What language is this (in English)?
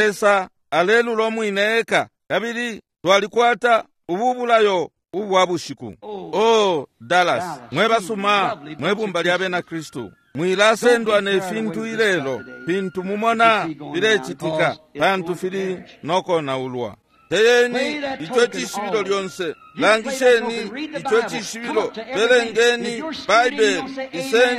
Bemba